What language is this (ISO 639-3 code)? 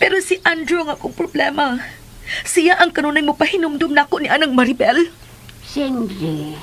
ceb